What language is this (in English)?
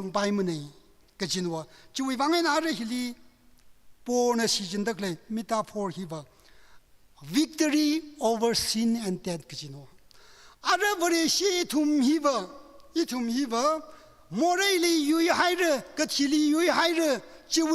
Tangkhul Naga (India)